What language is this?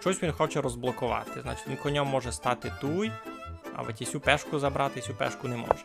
Rusyn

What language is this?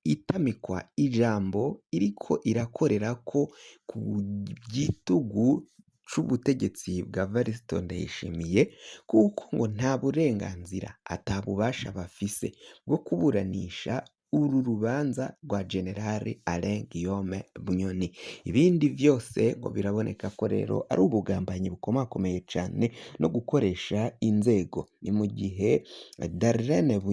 Rundi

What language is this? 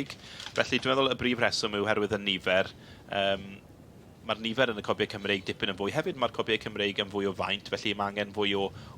Welsh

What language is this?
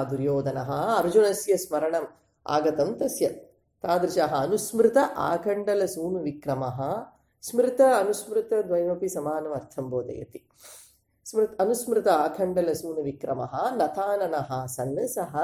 Sanskrit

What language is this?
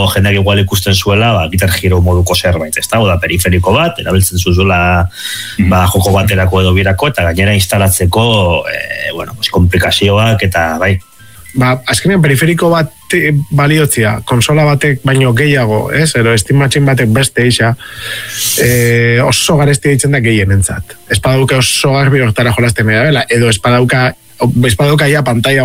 Basque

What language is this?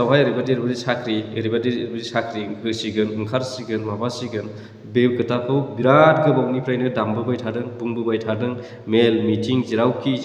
Bodo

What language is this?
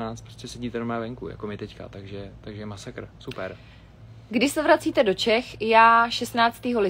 Czech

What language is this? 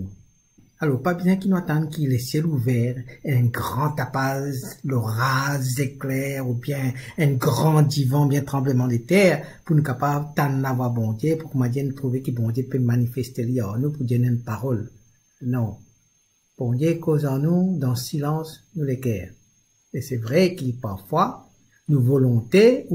Morisyen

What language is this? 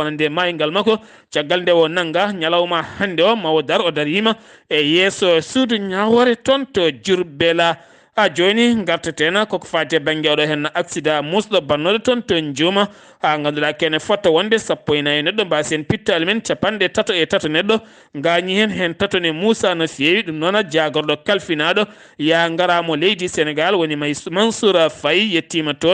Fula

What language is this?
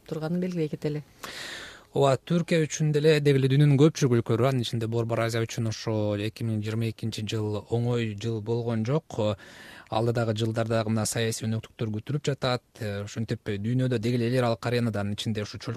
Kyrgyz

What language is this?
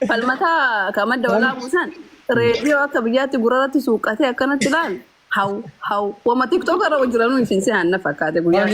Oromo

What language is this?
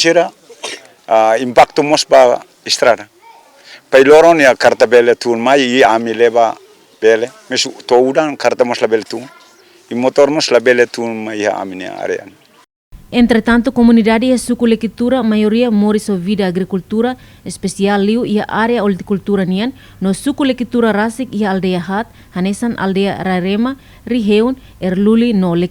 Tetum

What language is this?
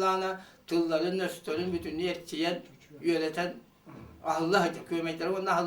Yakut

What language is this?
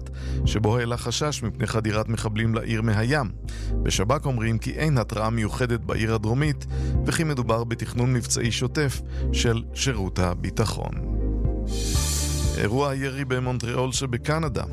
Hebrew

